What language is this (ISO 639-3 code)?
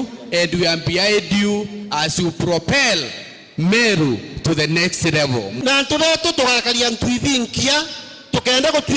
mer